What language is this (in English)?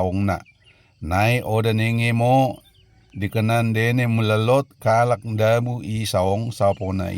Batak Dairi